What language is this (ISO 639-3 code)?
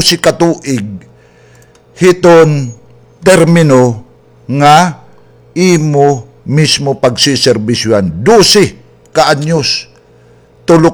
war